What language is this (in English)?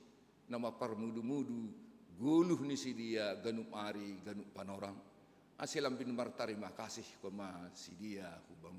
Batak Simalungun